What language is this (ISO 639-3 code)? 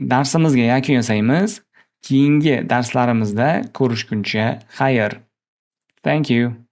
uzb